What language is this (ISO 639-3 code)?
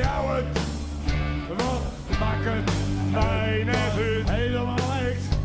fry